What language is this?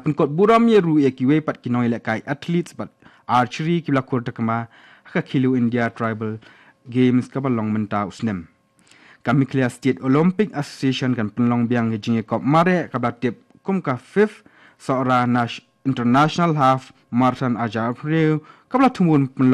Khasi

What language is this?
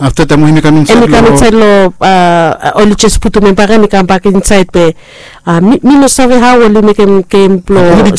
Bislama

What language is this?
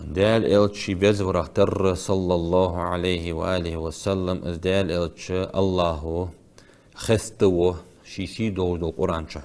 Ingush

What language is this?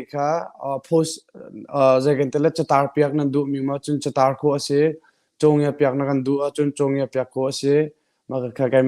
Hakha Chin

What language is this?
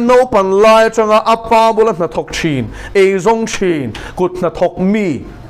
Mizo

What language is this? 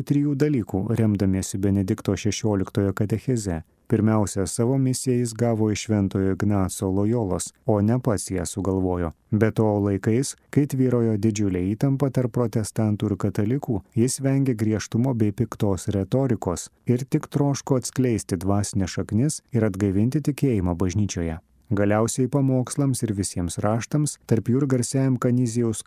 Lithuanian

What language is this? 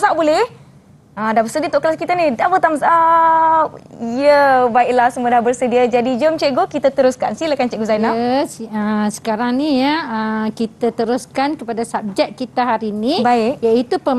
Malay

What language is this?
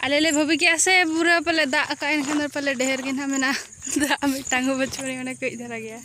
Santali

